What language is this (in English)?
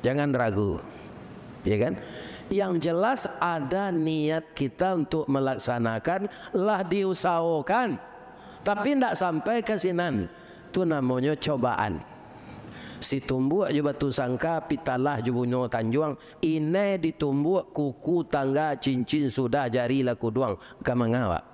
Minangkabau